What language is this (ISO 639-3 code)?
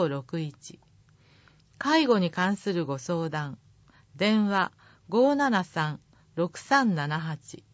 jpn